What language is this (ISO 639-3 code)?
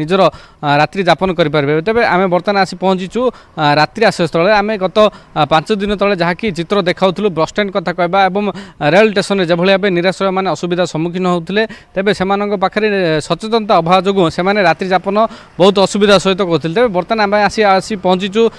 ori